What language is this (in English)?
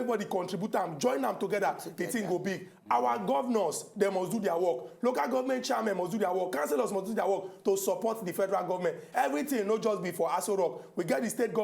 Nigerian Pidgin